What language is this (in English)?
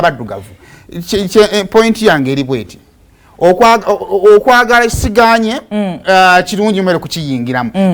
Ganda